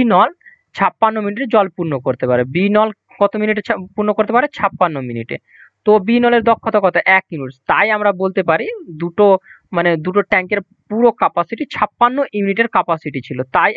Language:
Bangla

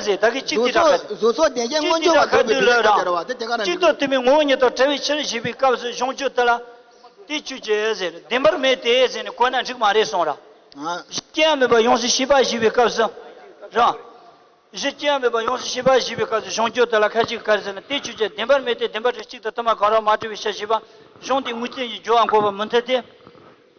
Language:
Tibetan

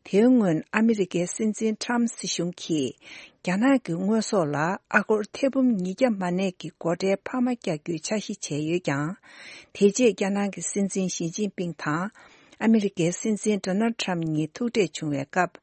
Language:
Tibetan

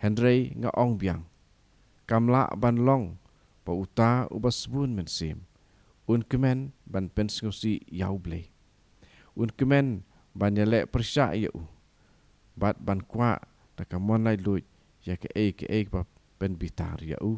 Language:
Khasi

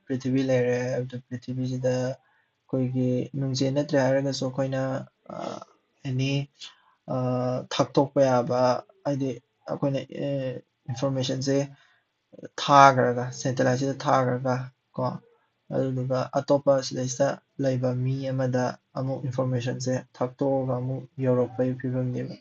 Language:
Manipuri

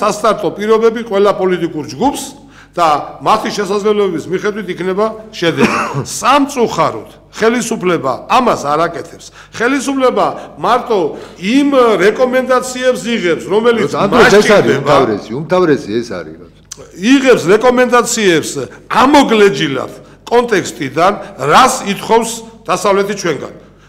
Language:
Georgian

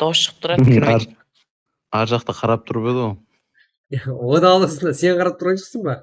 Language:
Kara-Kalpak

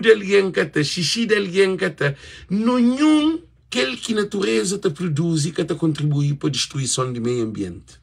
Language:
Kabuverdianu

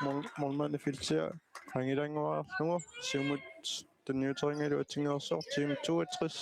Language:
Kalaallisut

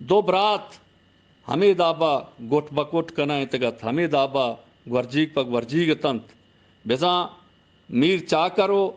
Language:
Baluchi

